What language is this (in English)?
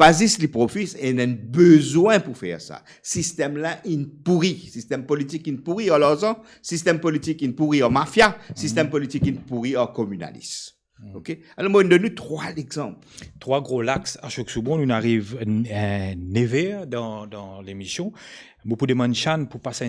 Morisyen